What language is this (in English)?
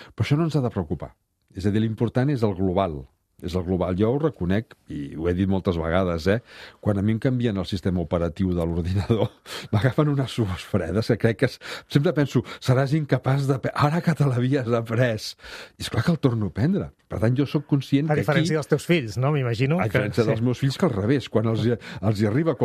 Catalan